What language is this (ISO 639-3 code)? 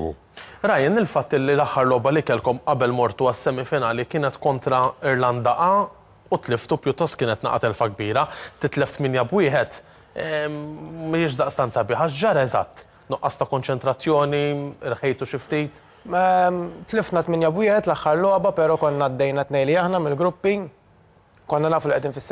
mlt